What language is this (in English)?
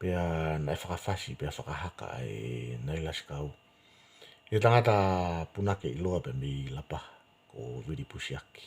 Tongan